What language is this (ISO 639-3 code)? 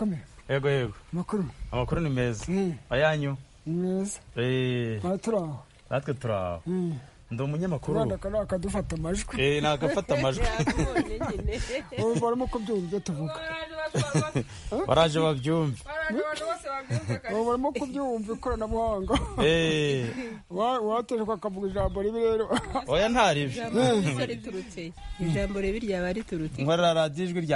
kin